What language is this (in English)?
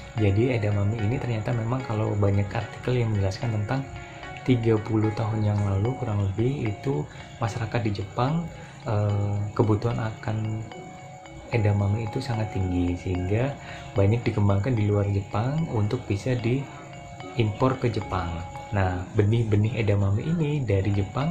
Indonesian